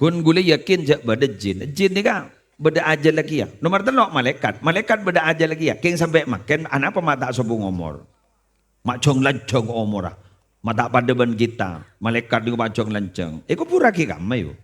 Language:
Madurese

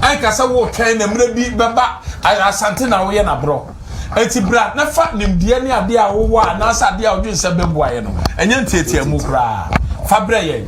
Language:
Akan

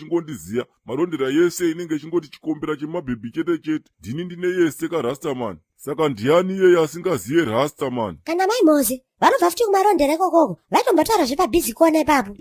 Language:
Shona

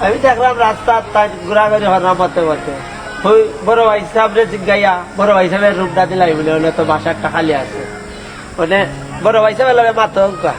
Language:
Sylheti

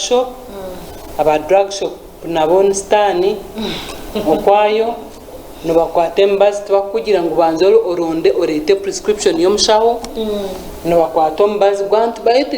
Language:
Nyankole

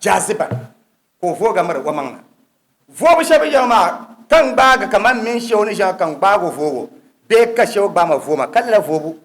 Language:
Dagbani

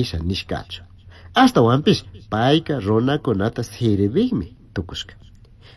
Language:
Chimborazo Highland Quichua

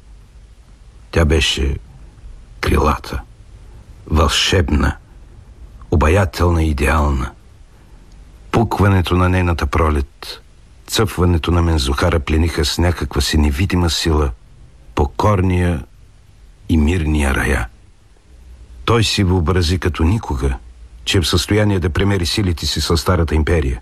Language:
Bulgarian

